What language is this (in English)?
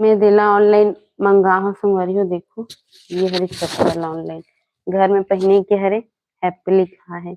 Chhattisgarhi